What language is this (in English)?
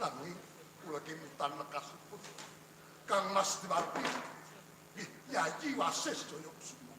Javanese